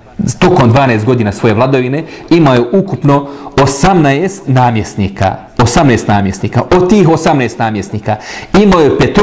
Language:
Bosnian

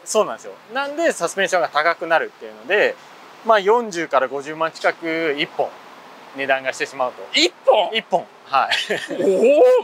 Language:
Japanese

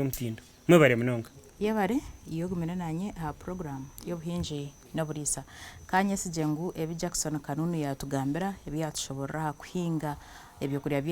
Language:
Nyankole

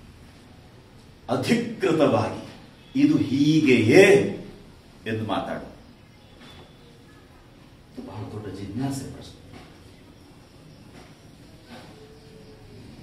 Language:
Kannada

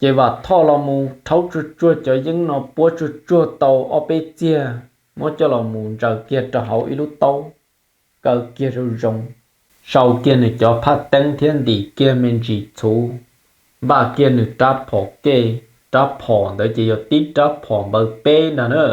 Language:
Hmong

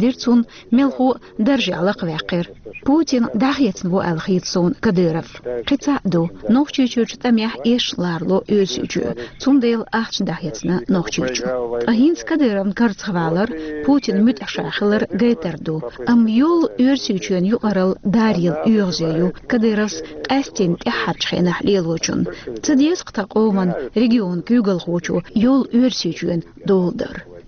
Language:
Chechen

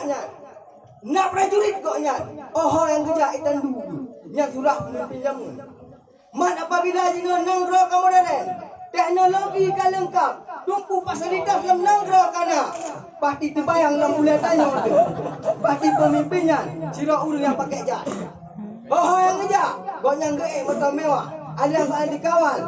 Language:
Achinese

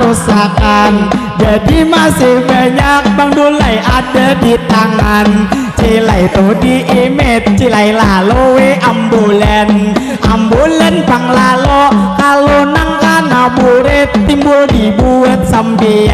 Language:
Banjar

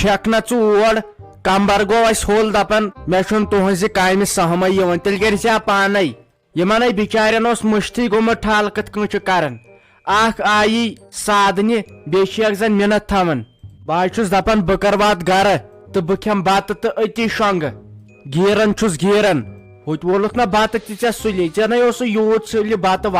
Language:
Kashmiri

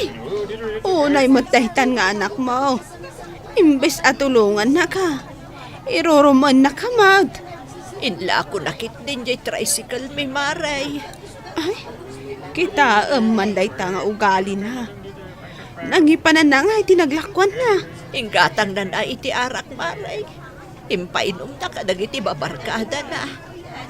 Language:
Iloko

